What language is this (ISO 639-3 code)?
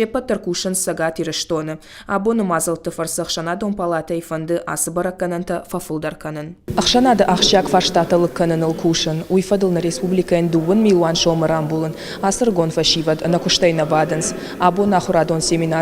oss